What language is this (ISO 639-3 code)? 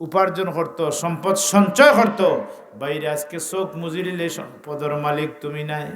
syl